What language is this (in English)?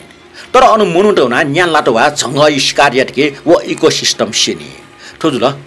Newari